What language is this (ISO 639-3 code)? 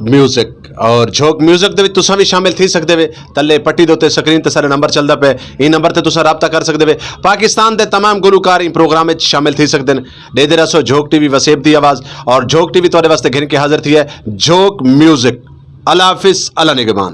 skr